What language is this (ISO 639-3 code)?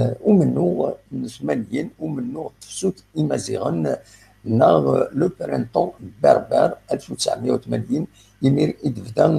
kab